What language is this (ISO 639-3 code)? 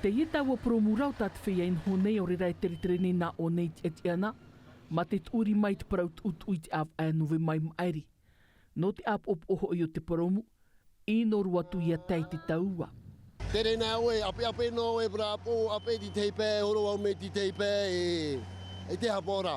tah